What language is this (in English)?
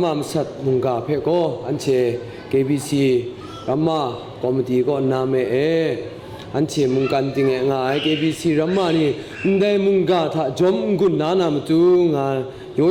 Kachin